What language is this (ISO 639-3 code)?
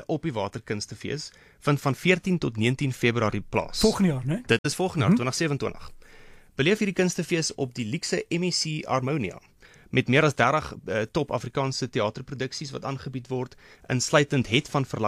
afr